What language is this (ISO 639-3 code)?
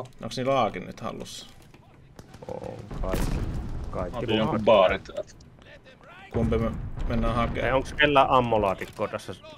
fin